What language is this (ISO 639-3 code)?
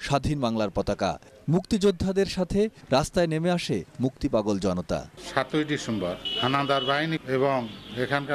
ben